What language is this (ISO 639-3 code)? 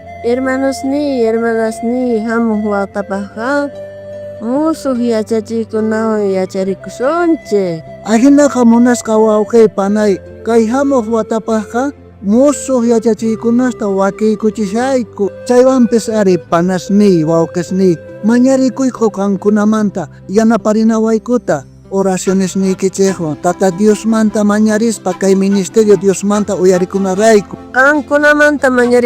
quh